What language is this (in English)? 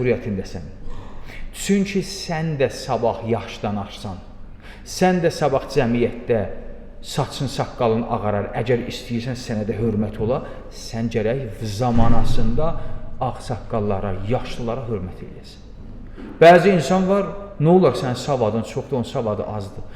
Azerbaijani